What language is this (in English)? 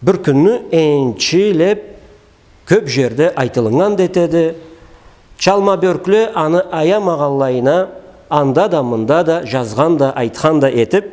Karachay-Balkar